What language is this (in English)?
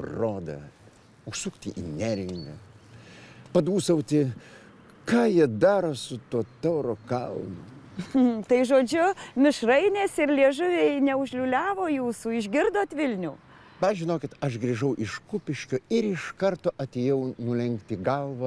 Lithuanian